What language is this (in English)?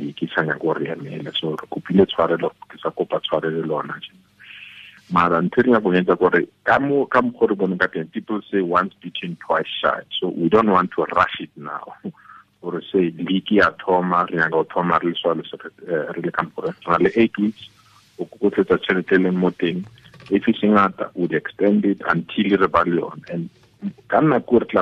Tswana